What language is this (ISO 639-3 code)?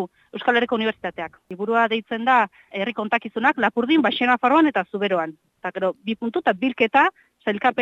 eus